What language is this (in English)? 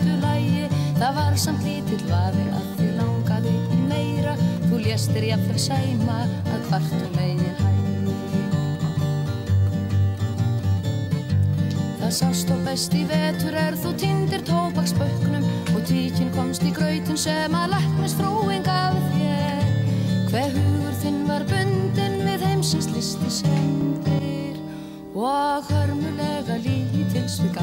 Icelandic